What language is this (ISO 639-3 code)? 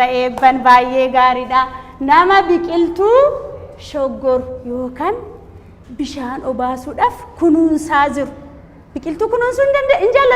orm